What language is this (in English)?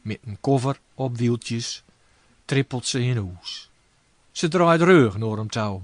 Gronings